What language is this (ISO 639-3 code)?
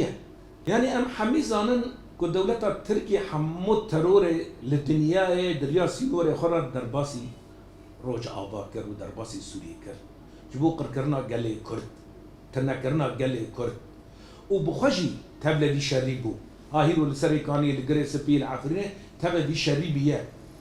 kur